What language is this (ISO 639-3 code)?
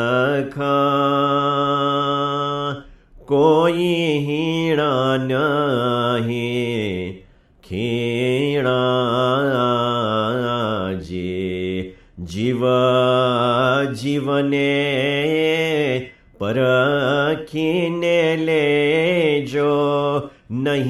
guj